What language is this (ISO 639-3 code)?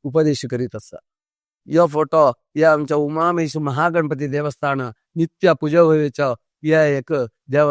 kok